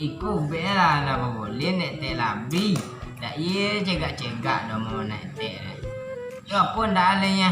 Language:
Minangkabau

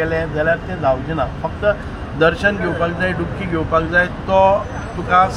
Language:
Konkani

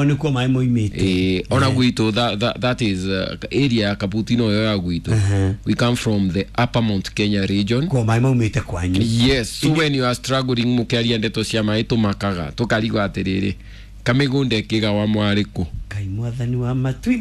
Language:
Kikuyu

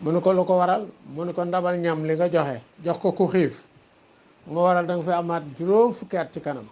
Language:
Wolof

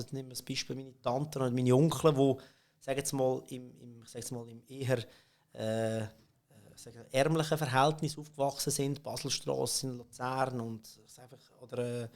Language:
Swiss German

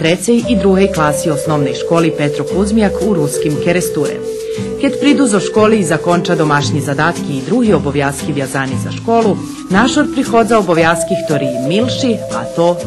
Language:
Rusyn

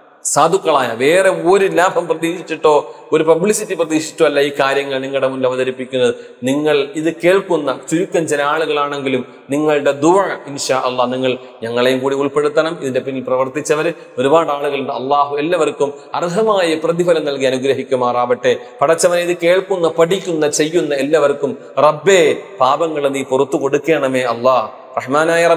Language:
Malayalam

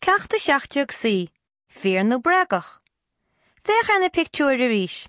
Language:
Irish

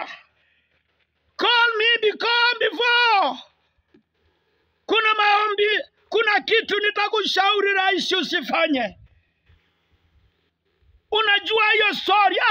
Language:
Swahili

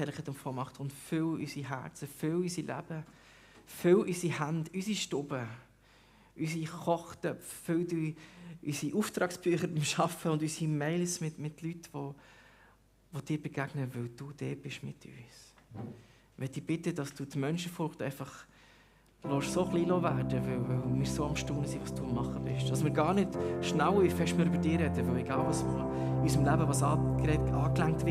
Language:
Swiss German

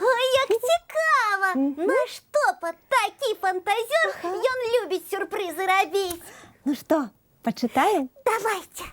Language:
Belarusian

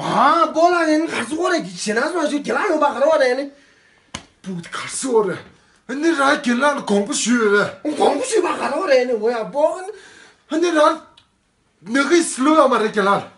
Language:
Tibetan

